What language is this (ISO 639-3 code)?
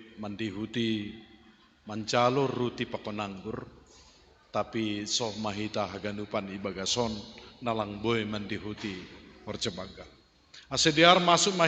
bts